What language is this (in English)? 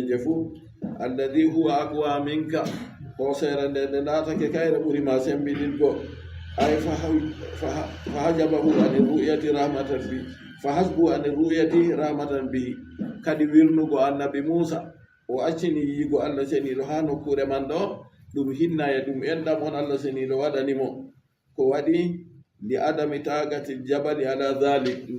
Fula